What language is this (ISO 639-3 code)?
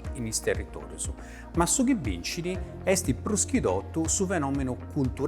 srd